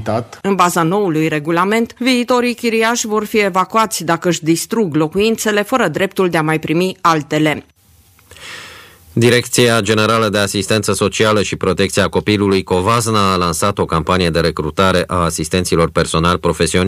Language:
Romanian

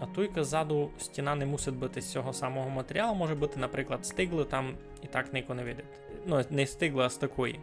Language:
Rusyn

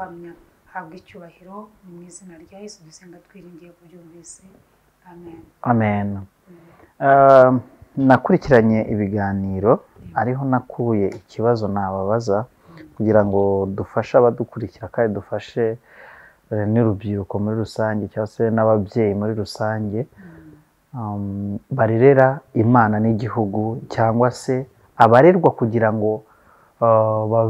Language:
Kinyarwanda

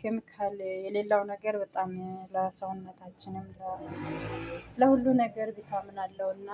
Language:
Amharic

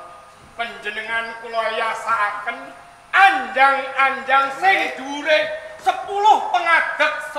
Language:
Javanese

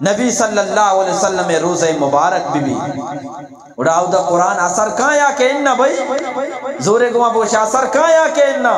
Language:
Eastern Balochi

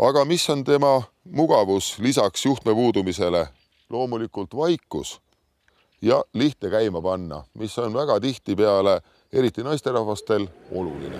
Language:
Estonian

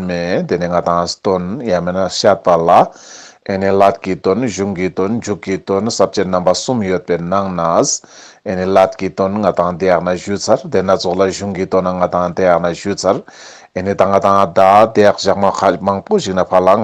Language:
Ladakhi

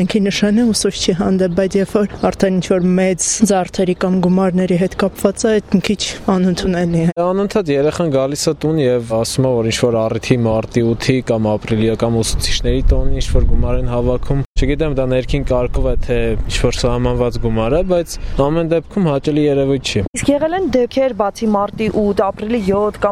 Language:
Armenian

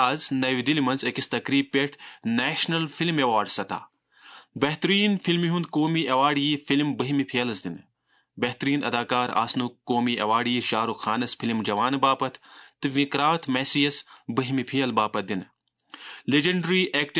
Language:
Kashmiri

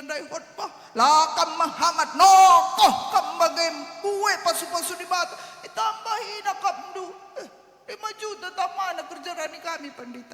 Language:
Batak Karo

